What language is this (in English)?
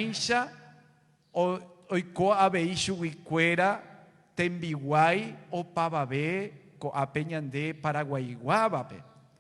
Guarani